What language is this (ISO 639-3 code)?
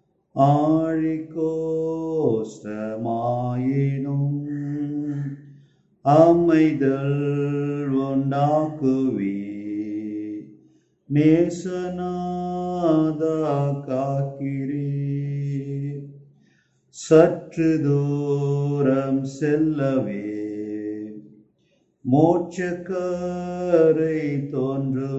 tam